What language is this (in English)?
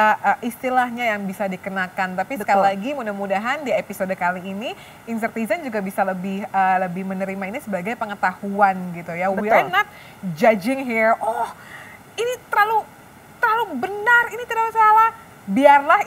Indonesian